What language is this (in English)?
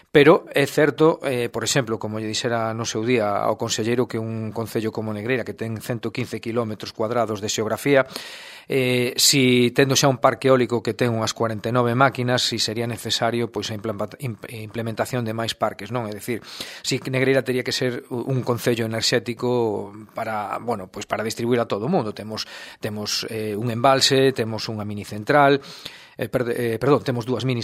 Galician